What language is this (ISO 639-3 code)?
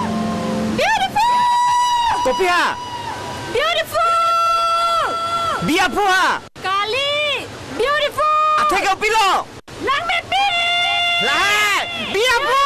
mjw